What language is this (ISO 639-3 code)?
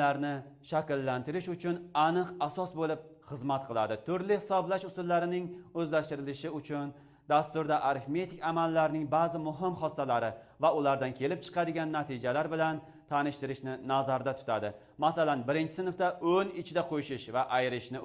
uzb